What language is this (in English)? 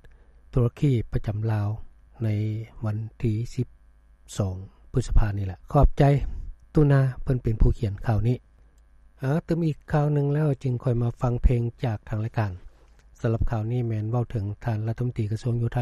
Lao